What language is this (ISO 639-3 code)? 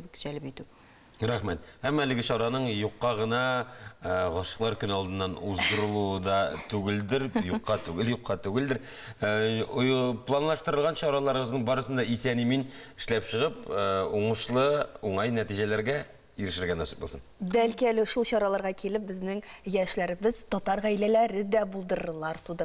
tat